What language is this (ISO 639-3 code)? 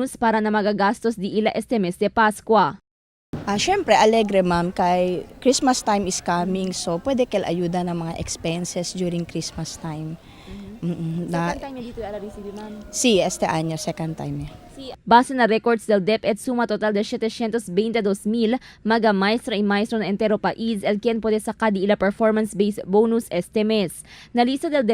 cbk